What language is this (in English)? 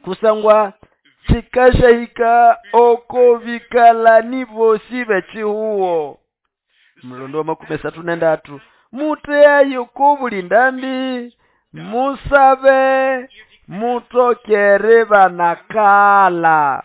Nande